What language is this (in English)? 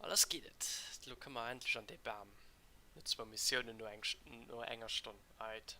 Luxembourgish